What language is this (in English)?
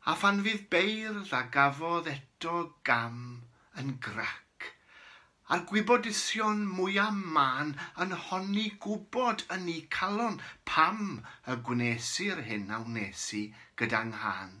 Welsh